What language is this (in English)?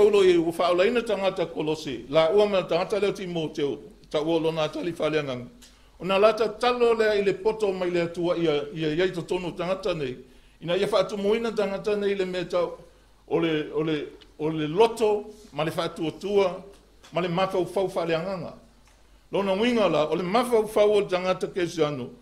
Samoan